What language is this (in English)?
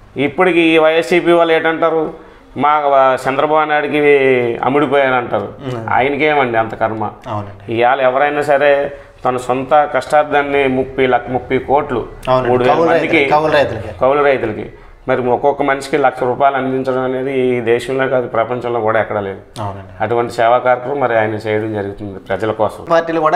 Telugu